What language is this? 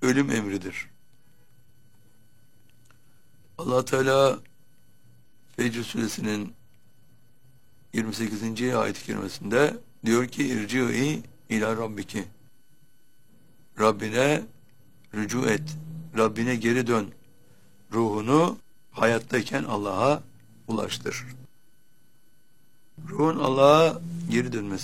Turkish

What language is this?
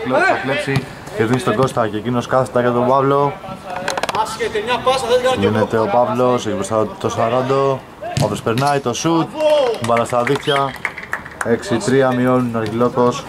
Greek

